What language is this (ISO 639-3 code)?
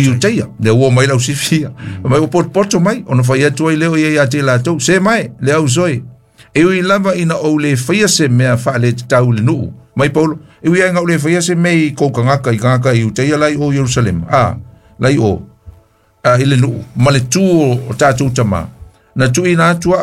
smo